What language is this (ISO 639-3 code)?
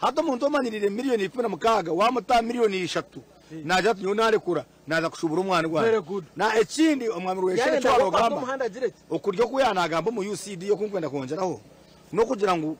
nyn